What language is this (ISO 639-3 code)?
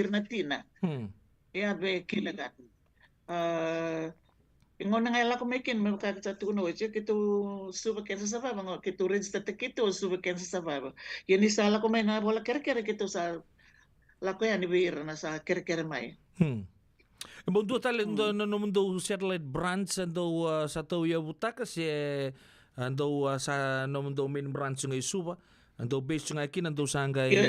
fij